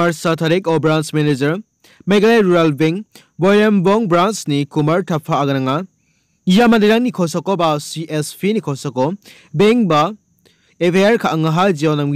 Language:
Garo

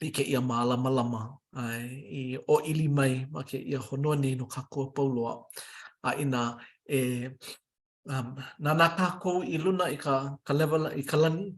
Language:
Hawaiian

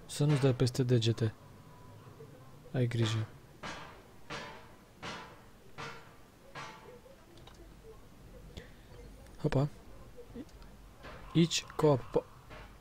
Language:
Romanian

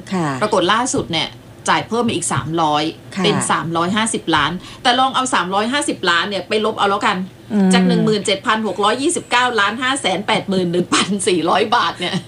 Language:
Thai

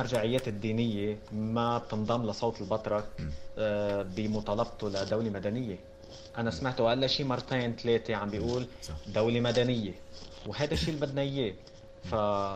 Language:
North Levantine Arabic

